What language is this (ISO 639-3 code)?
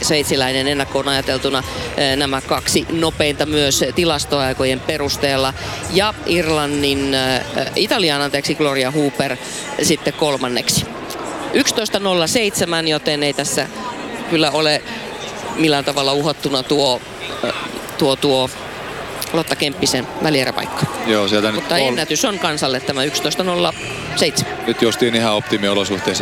fin